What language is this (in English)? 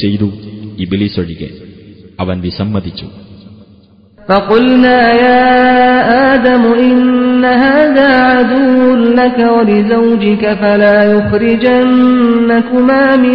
Malayalam